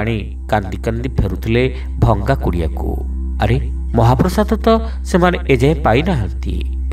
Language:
Odia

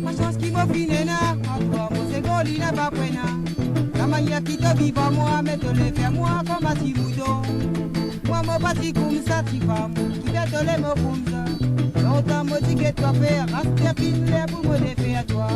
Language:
Morisyen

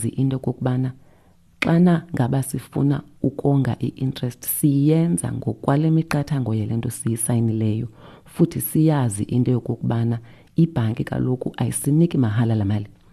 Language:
Xhosa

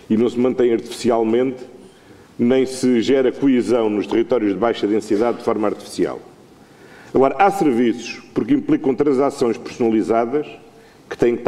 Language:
Portuguese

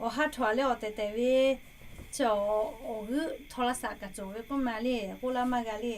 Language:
Lahu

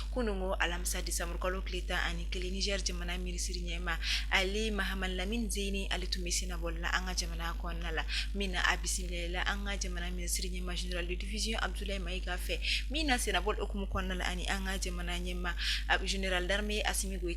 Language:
Bambara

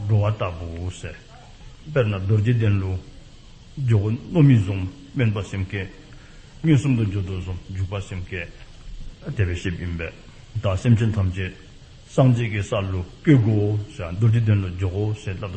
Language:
Dzongkha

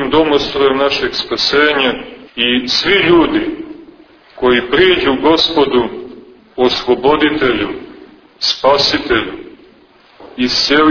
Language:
Serbian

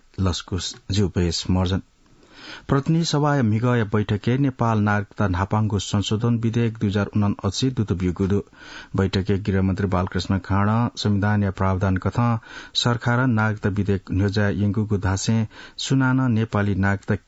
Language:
Newari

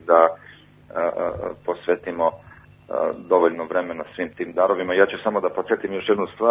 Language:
Serbian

